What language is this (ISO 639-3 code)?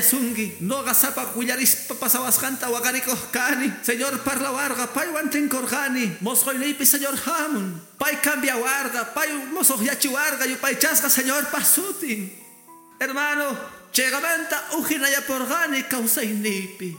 que